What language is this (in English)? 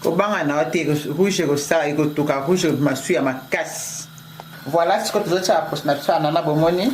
Lingala